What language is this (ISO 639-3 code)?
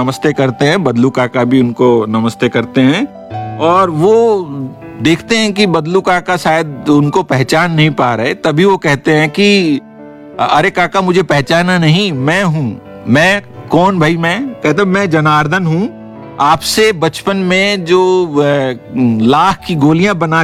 hin